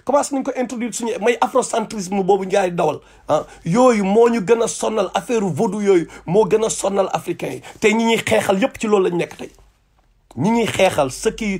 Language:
Wolof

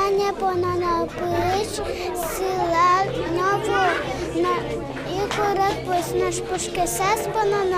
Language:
Udmurt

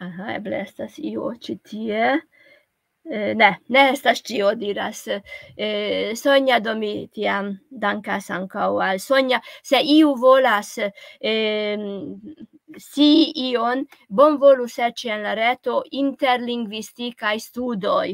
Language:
Esperanto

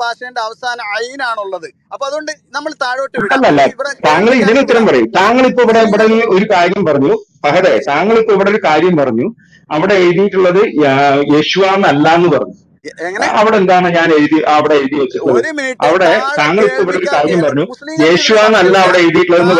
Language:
Malayalam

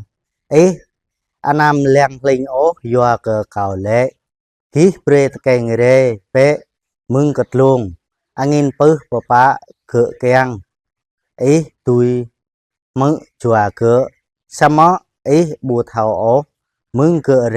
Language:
Jarai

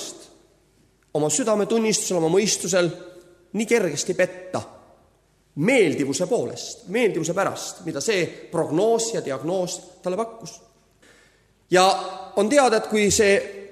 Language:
Estonian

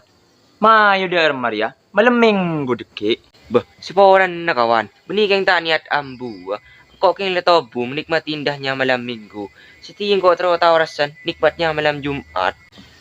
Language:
Madurese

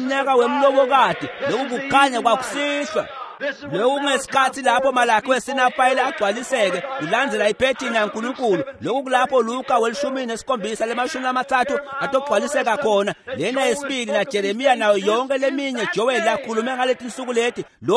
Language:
Swati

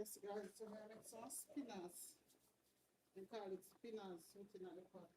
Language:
Jamaican Creole English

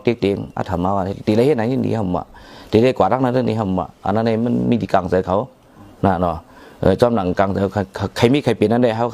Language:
Shan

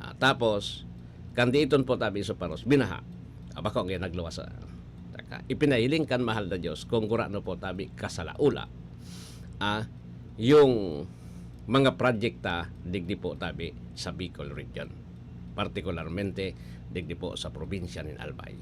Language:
Bikol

